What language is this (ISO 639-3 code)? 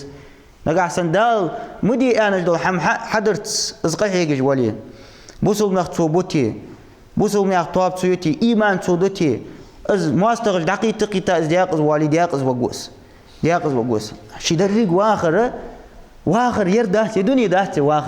inh